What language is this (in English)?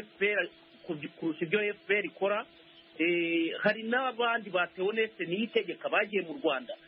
Kinyarwanda